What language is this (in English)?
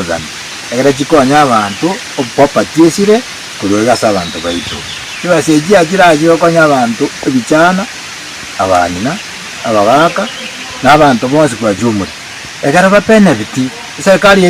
Gusii